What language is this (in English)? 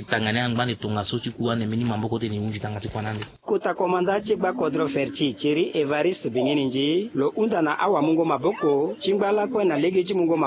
Sango